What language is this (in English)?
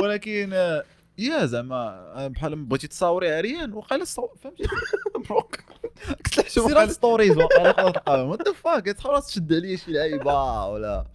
Moroccan Arabic